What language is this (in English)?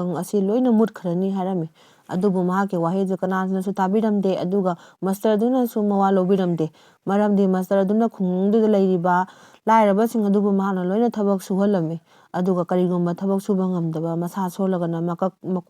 Manipuri